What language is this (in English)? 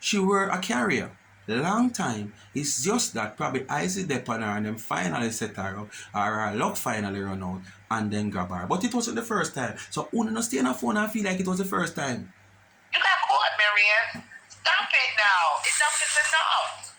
Jamaican Creole English